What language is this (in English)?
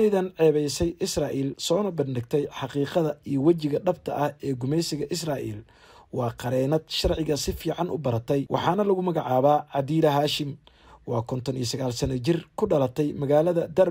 Somali